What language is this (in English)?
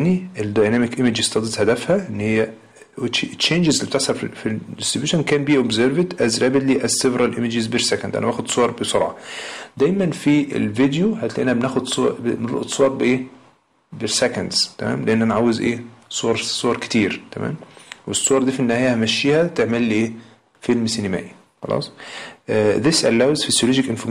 Egyptian Arabic